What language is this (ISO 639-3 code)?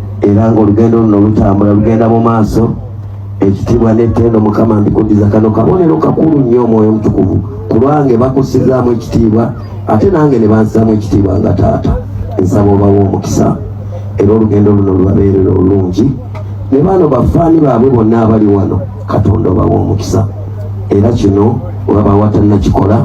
lug